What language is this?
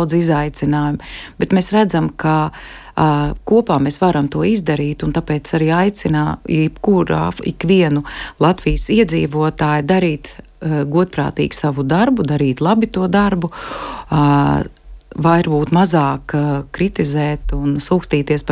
Latvian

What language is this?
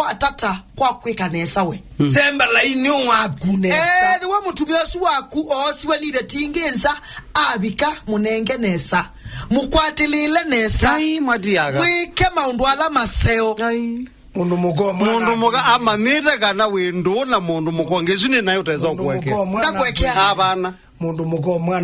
Kamba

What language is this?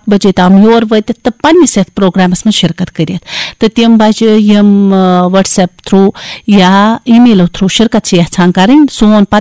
Kashmiri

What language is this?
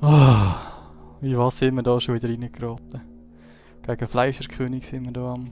Swiss German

